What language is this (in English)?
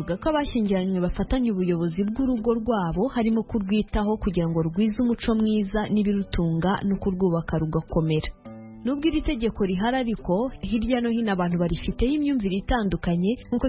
Kinyarwanda